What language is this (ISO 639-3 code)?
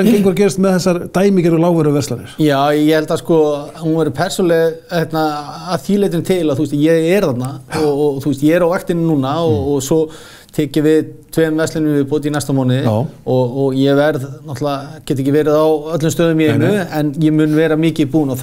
isl